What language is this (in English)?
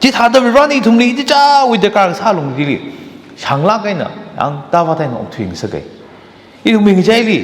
Tangkhul Naga (India)